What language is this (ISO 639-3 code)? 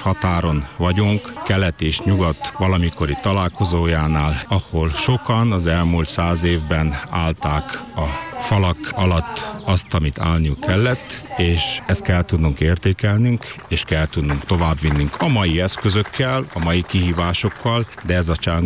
hun